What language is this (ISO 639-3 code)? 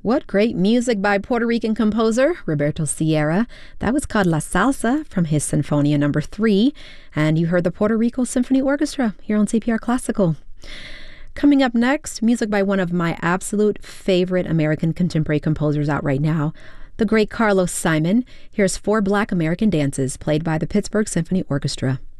eng